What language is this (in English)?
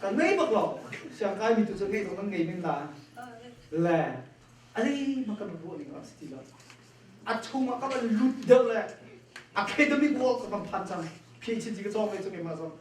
Hakha Chin